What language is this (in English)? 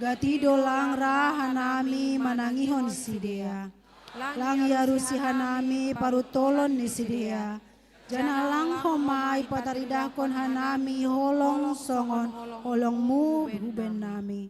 Batak Simalungun